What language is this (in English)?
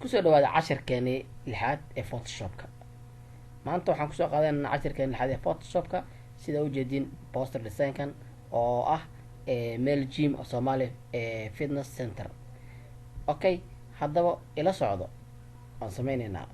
Somali